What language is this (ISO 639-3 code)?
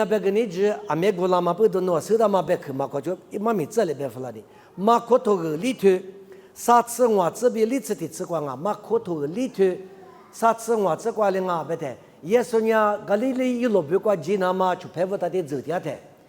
lis